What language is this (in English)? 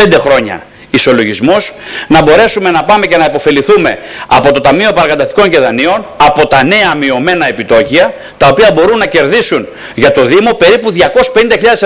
Greek